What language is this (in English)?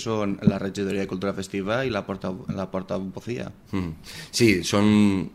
Catalan